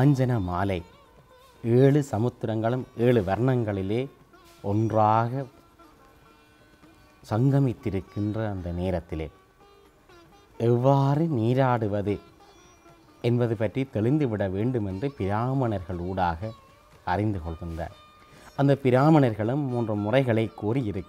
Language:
Tamil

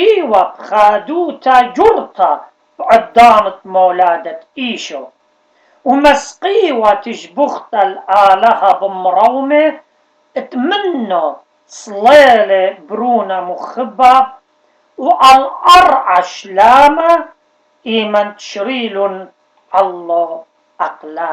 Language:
Assyrian Neo-Aramaic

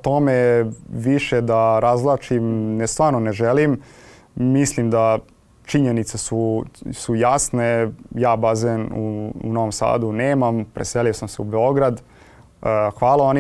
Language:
Serbian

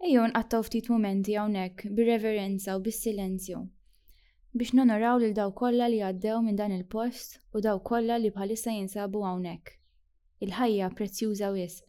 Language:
Maltese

